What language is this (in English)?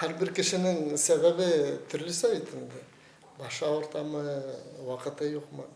Bashkir